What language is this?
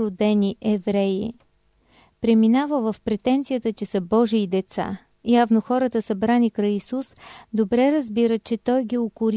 Bulgarian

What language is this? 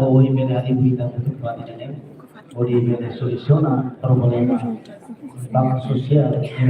Tetum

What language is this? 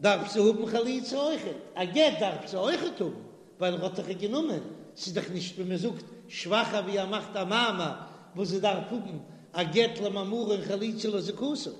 Yiddish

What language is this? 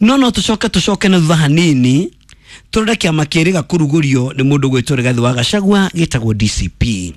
Kikuyu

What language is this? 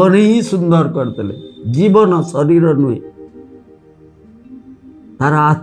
Odia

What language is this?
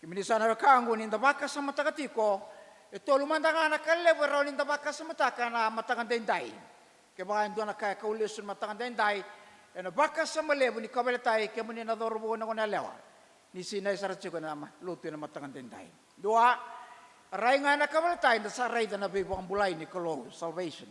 Fijian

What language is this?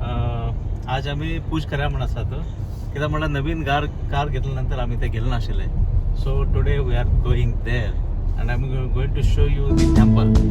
Konkani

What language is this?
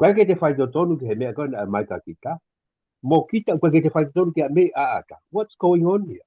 Tongan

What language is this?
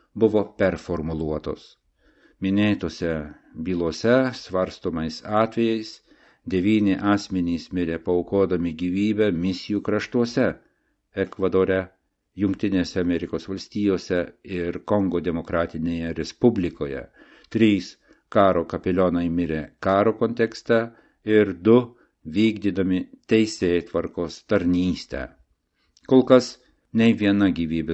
Lithuanian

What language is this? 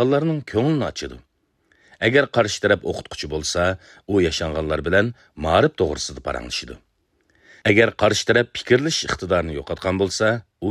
Uyghur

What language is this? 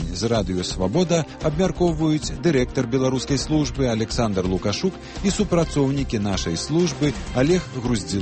Belarusian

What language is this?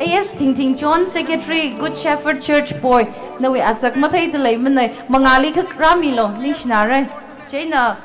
Tangkhul Naga (India)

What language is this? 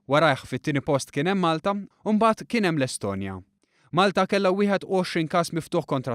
Maltese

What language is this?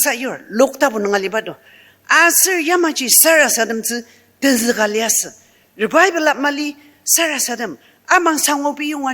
Ao Naga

